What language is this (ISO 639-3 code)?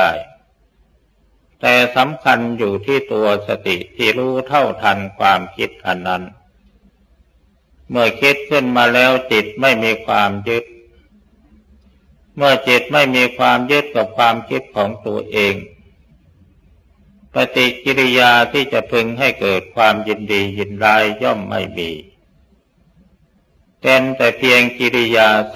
tha